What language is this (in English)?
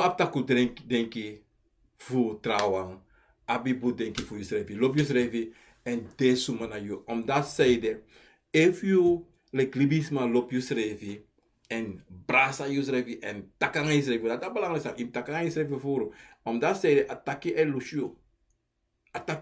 Sranan Tongo